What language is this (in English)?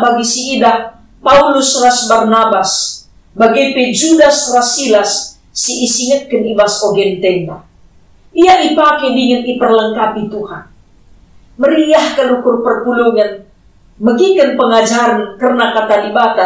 Batak Karo